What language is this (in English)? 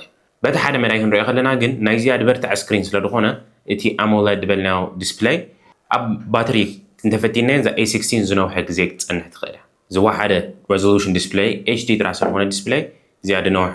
Tigrinya